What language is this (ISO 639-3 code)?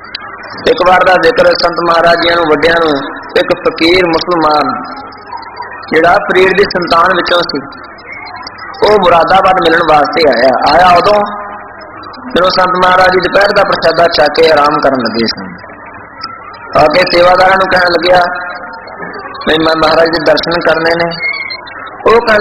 pan